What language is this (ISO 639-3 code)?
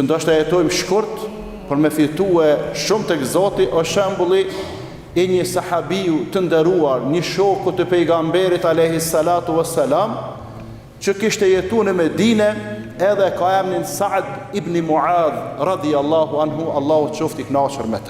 sqi